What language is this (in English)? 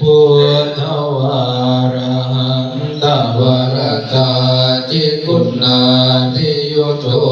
Pali